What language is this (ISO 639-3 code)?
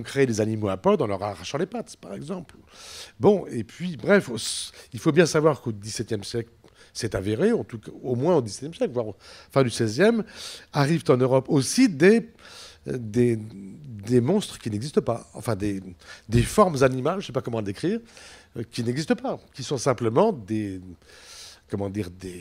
fra